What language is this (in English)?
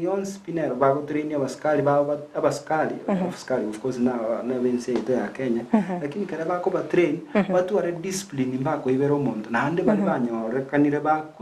Gusii